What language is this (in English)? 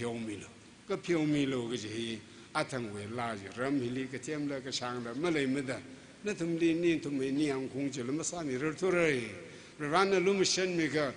Tangkhul Naga (India)